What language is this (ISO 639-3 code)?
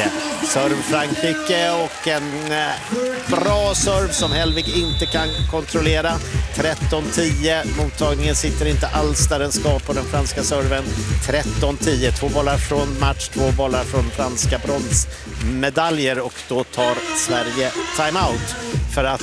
swe